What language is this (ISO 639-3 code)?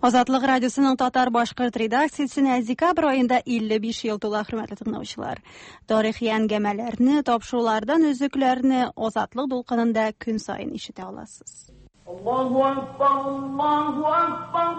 tat